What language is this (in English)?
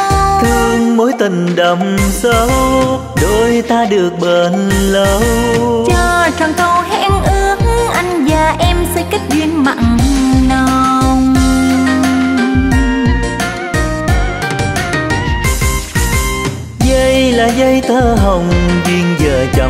Vietnamese